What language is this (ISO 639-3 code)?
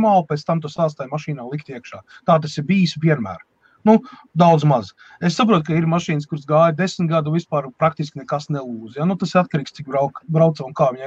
lav